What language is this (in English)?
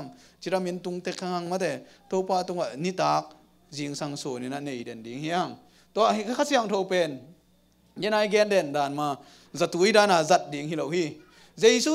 Tedim Chin